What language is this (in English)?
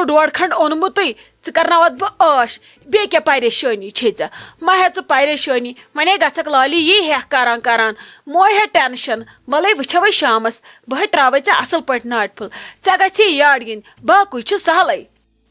Kashmiri